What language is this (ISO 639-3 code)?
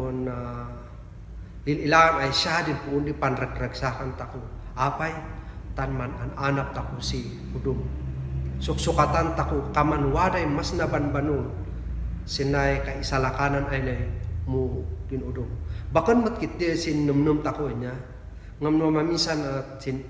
kne